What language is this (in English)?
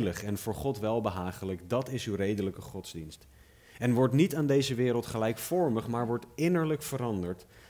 Dutch